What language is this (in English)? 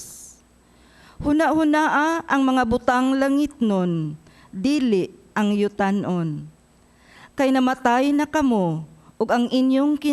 Cebuano